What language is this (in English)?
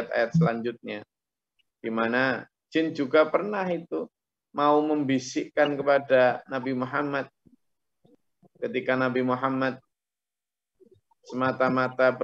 Indonesian